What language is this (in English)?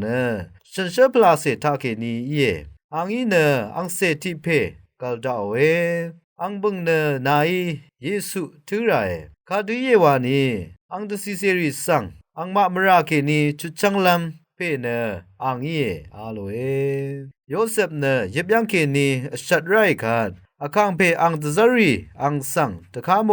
Rawang